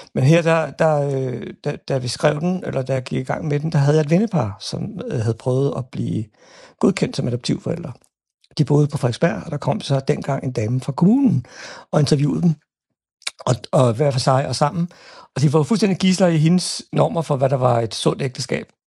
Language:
Danish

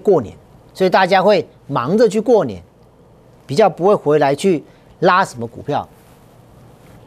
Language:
Chinese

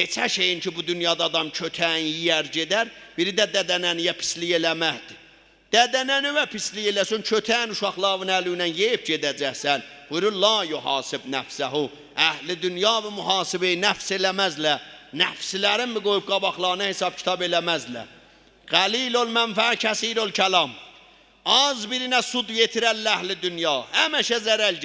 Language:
South Azerbaijani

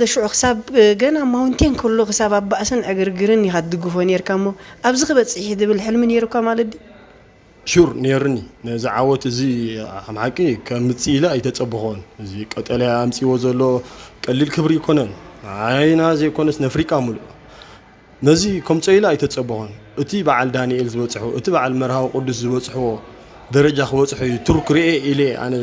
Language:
Tigrinya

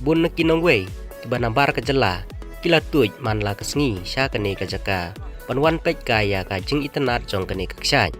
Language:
Khasi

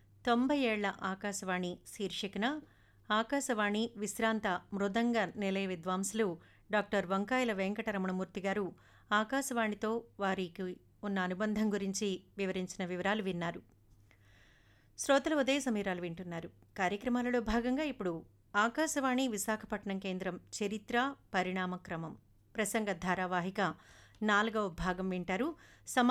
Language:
Telugu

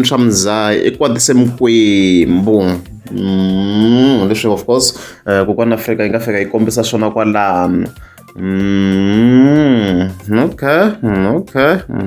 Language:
Tsonga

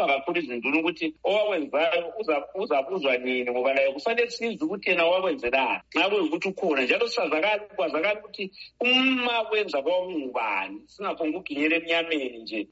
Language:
North Ndebele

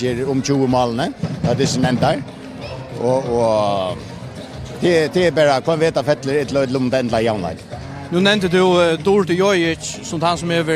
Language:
Faroese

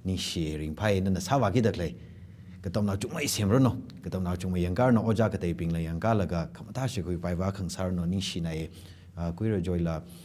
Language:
Tangkhul Naga (India)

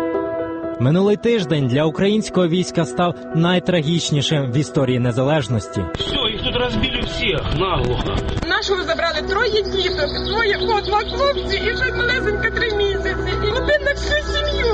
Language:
Ukrainian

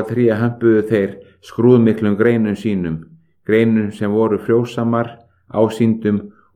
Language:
Icelandic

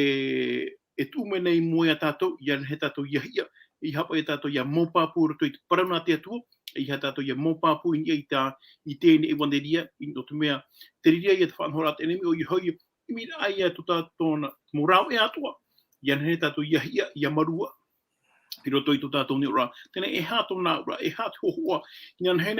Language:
Tahitian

